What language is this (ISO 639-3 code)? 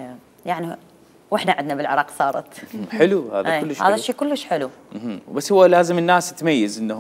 acm